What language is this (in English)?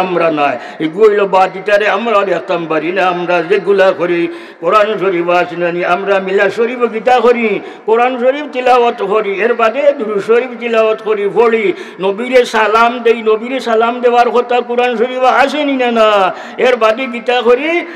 Sylheti